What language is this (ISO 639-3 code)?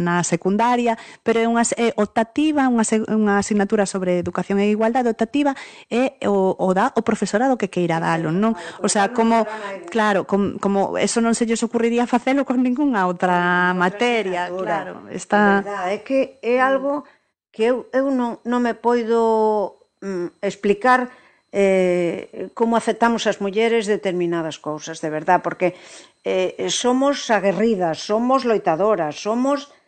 glg